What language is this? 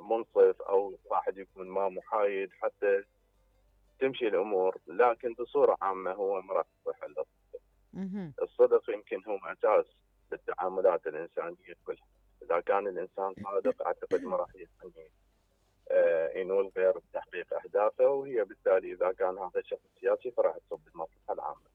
Mesopotamian Arabic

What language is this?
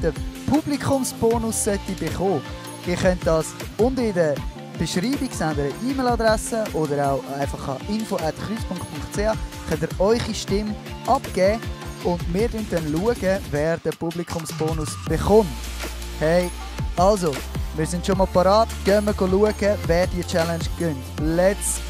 Swiss German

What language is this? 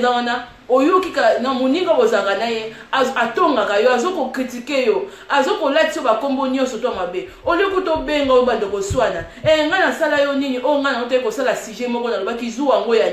Lingala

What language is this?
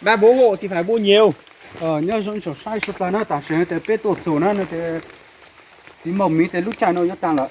Hmong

